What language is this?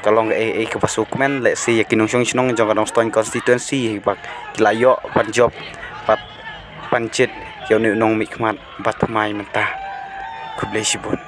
Khasi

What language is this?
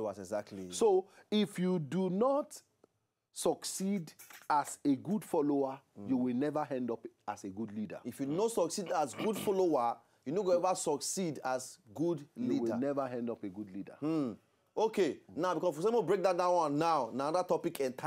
Nigerian Pidgin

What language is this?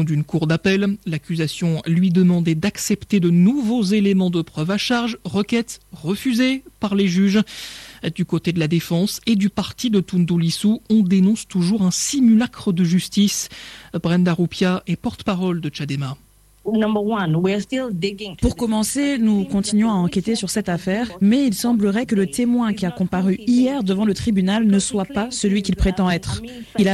French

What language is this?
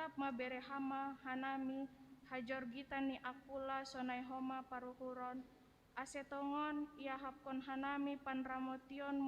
Batak Simalungun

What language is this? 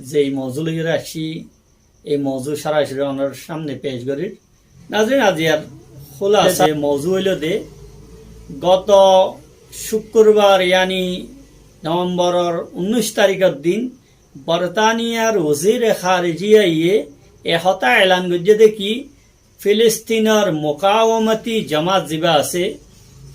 Rohingya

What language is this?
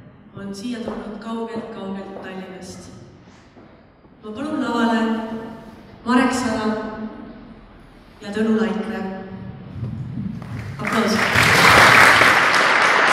Estonian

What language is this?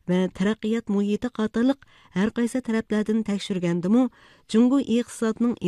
Uyghur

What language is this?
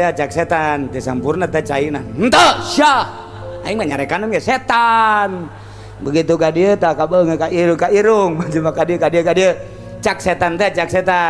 Sundanese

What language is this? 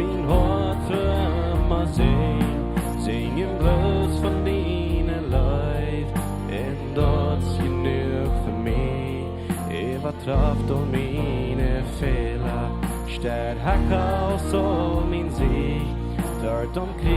Plautdietsch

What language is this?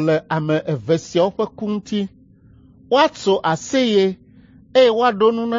Ewe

